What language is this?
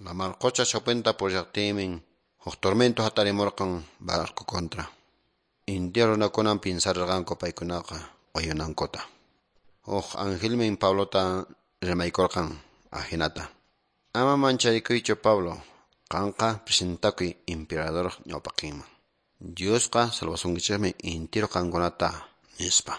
Quechua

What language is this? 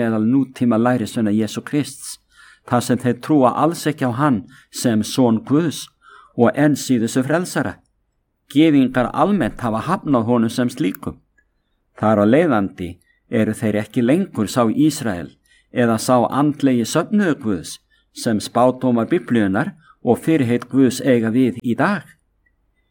Icelandic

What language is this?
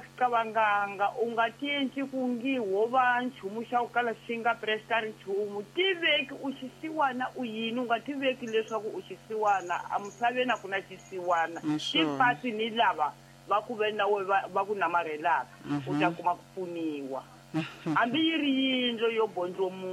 Tsonga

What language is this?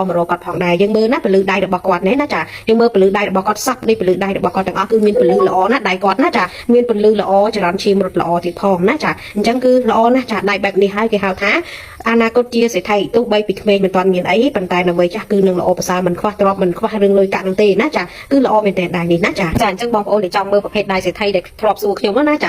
Khmer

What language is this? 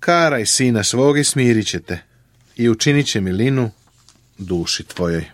Serbian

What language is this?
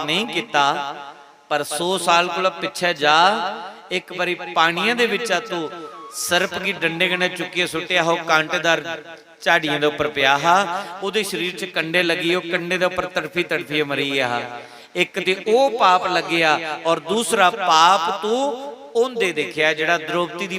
Dogri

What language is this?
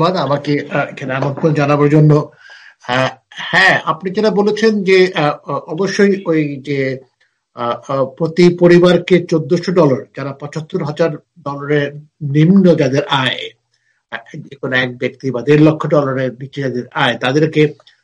Bangla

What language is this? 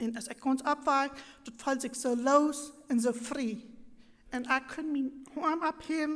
Plautdietsch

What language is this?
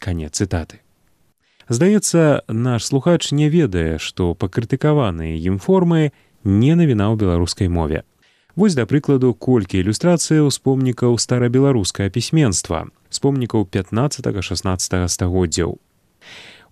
Belarusian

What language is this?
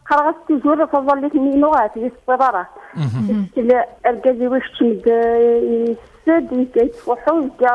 Kabyle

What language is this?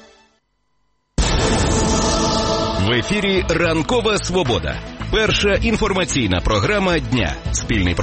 Ukrainian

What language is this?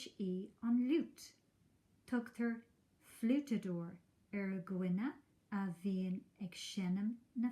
Irish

